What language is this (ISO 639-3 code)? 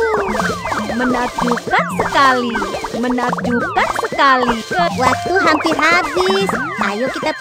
ind